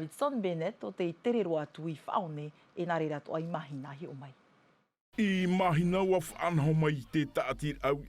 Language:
Tahitian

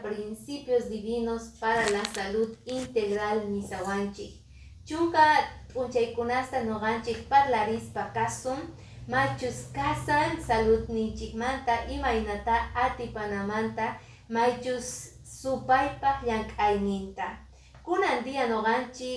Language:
Quechua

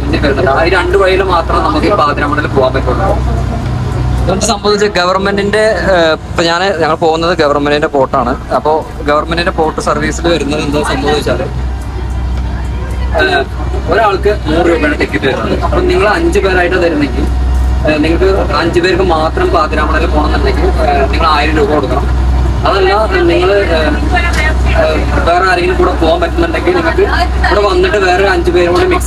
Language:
Malayalam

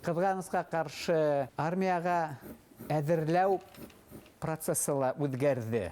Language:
Bashkir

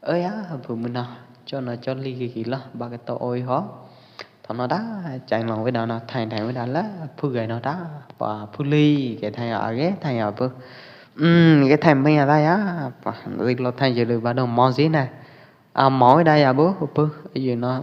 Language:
Pwo Eastern Karen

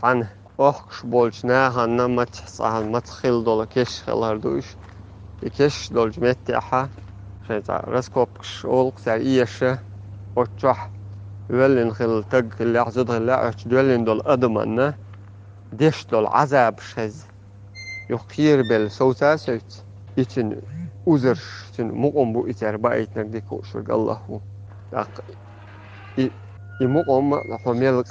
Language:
Chechen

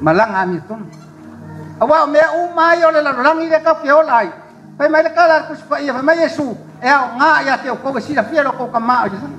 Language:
Samoan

